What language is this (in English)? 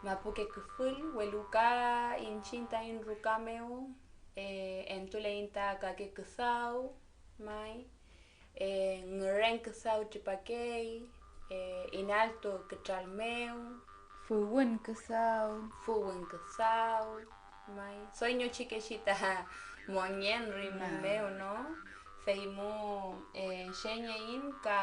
Mapuche